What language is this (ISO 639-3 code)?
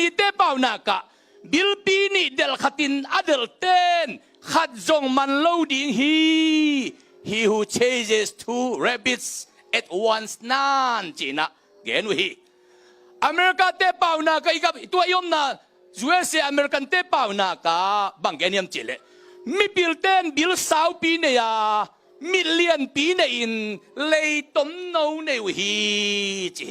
ctd